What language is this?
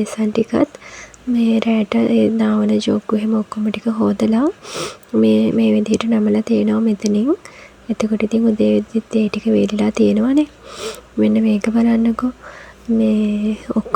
Sinhala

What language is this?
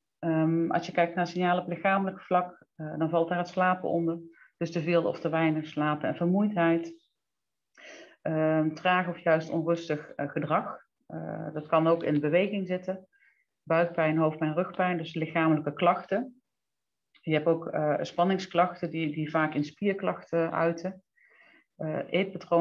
Dutch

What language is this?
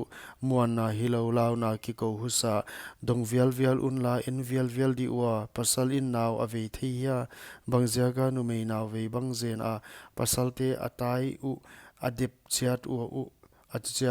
Paite Chin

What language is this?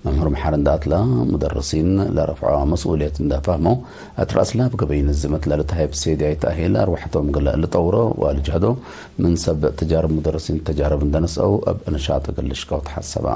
Tigre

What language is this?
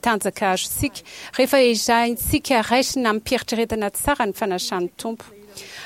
Malagasy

